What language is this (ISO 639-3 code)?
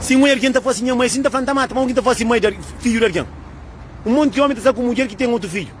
kea